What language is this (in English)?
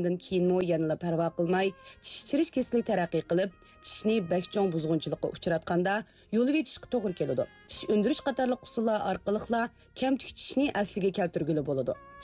Uyghur